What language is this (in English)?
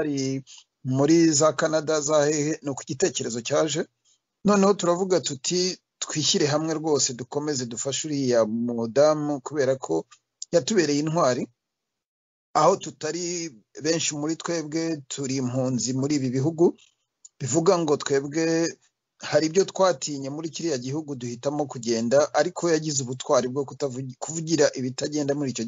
Kinyarwanda